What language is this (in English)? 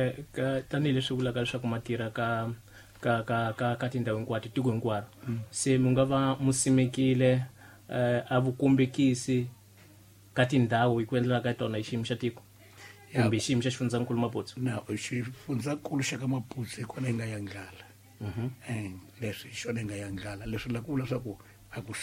Tsonga